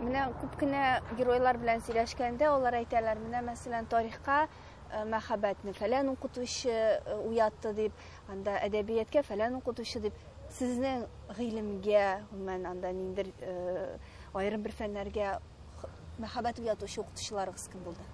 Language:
Tatar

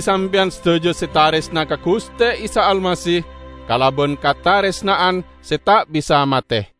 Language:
Madurese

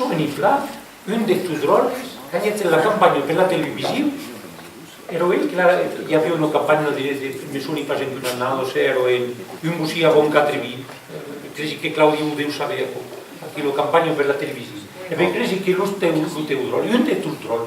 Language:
Occitan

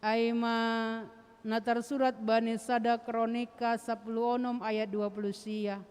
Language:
Batak Simalungun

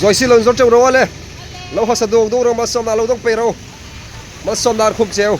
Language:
Hmar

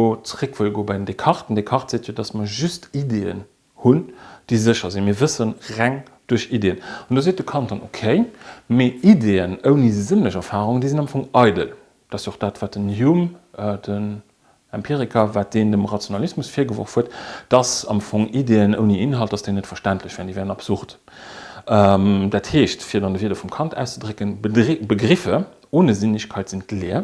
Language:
Luxembourgish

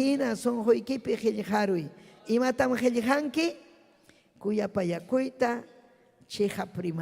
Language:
Ayacucho Quechua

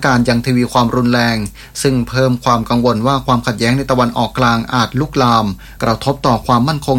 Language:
Thai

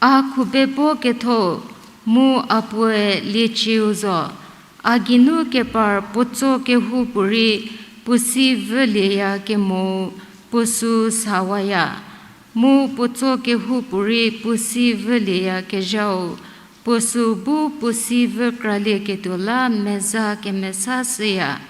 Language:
Angami Naga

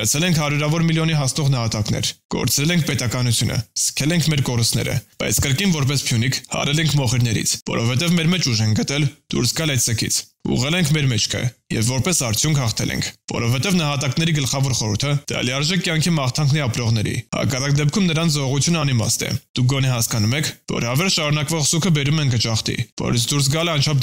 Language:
Armenian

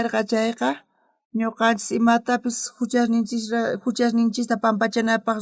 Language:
South Bolivian Quechua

